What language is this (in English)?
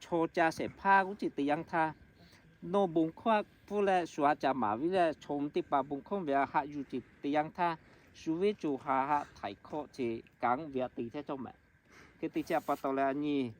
Lahu